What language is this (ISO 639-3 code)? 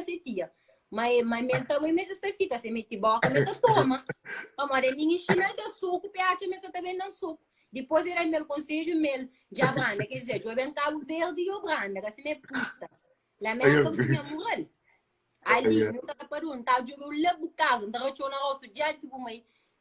kea